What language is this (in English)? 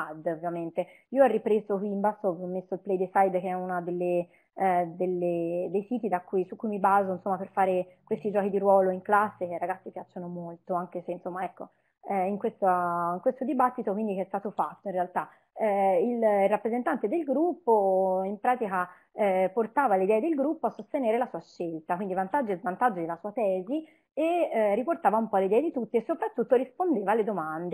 Italian